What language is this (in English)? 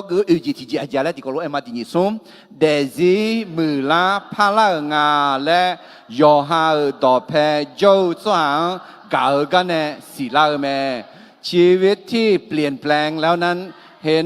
Akha